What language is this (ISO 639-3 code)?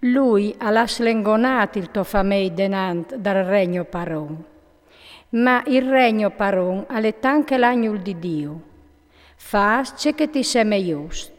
fur